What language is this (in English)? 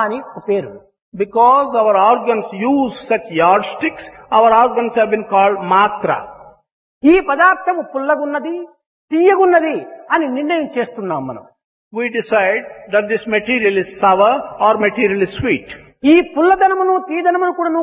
Telugu